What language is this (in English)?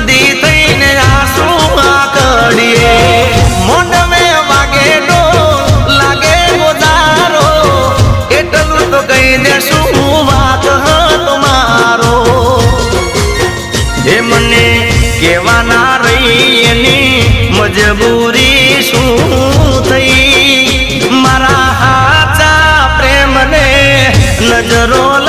Gujarati